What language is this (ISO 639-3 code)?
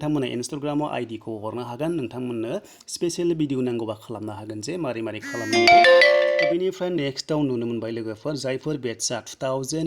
brx